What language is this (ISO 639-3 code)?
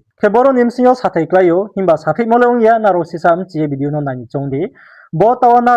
ria